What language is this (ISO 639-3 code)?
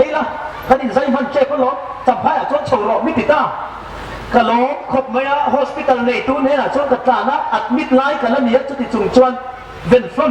hmr